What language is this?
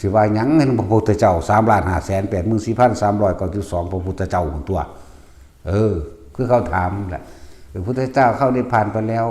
Northeastern Thai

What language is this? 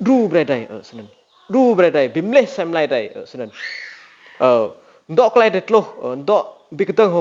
Rade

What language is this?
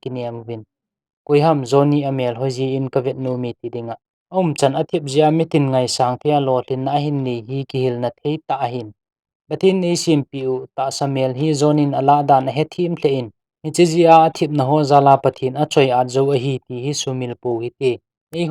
Thado Chin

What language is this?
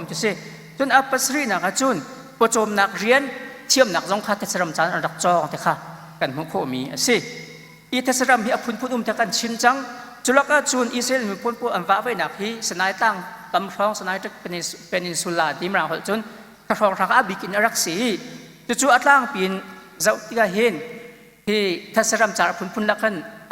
Hakha Chin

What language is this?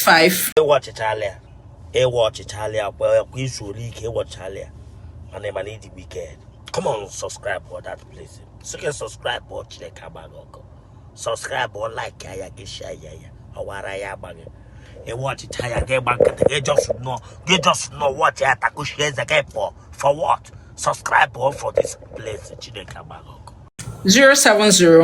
Igbo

